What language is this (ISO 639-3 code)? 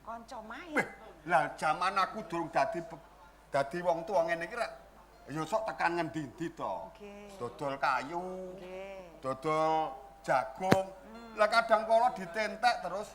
jav